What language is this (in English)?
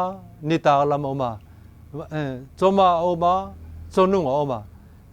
Vaiphei